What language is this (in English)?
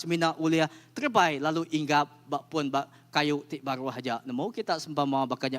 Iban